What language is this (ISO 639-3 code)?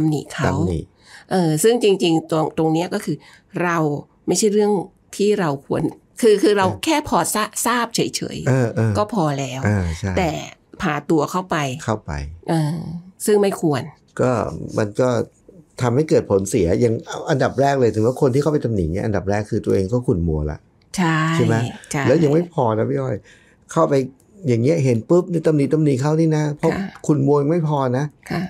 tha